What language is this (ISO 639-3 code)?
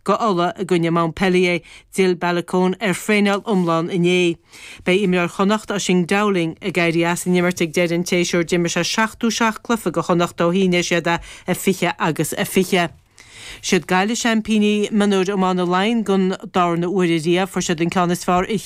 gle